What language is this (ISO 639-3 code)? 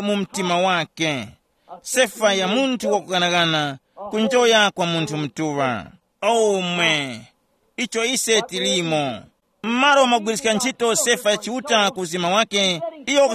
tum